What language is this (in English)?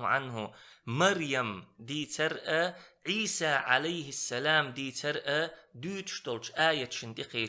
Chechen